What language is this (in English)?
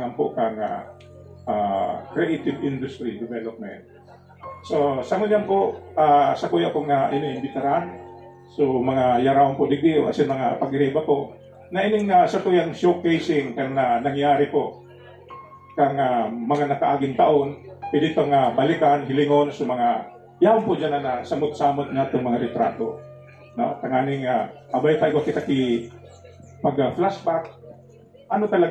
Bikol